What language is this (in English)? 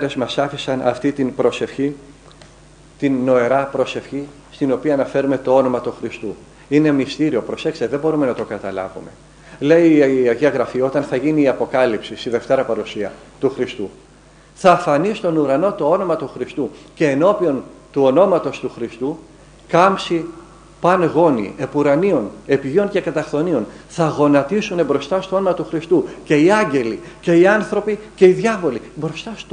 Greek